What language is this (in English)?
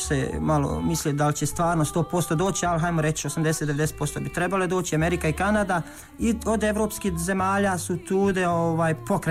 Croatian